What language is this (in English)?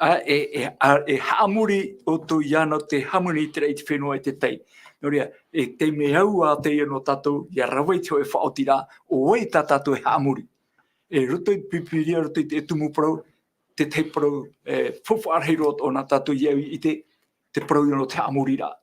Tahitian